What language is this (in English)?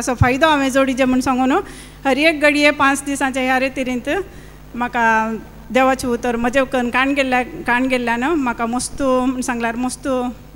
Konkani